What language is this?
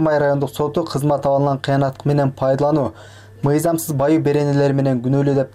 Kyrgyz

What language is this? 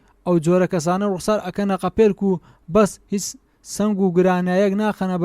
Central Kurdish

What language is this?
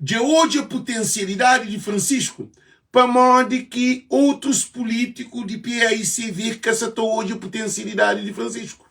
Kabuverdianu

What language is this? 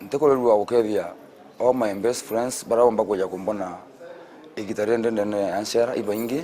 Meru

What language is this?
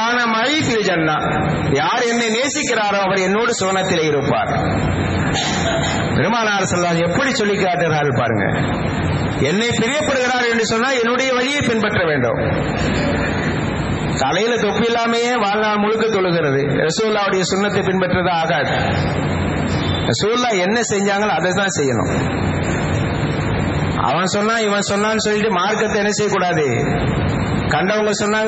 Tamil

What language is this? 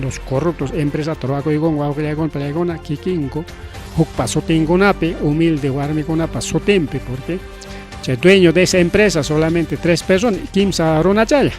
Ayacucho Quechua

